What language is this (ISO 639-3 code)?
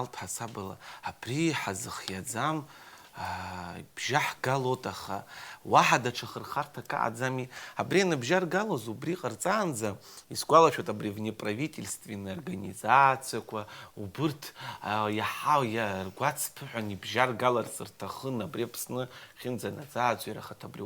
abk